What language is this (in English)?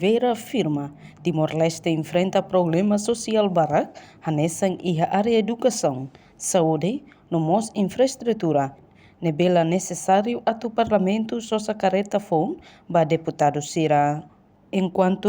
Tetum